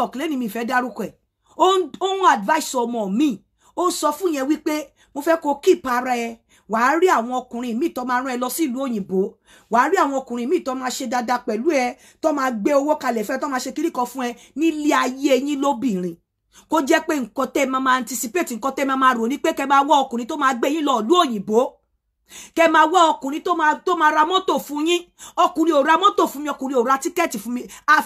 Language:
Yoruba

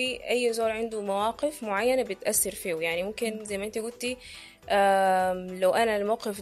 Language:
Sudanese Arabic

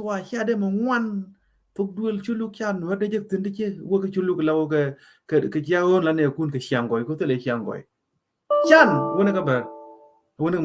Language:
Nuer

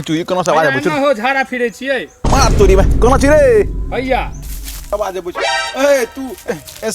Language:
Maithili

